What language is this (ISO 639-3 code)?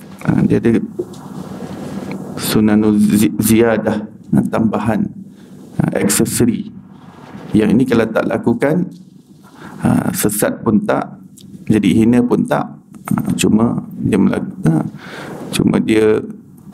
msa